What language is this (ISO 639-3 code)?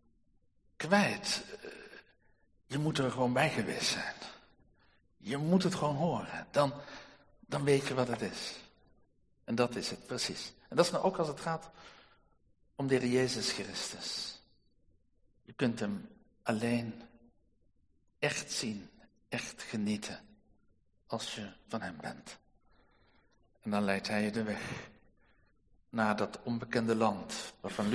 nld